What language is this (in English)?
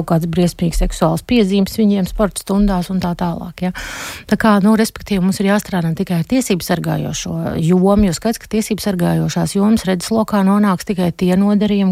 Latvian